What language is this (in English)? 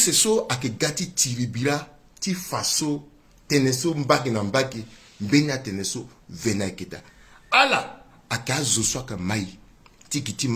Sango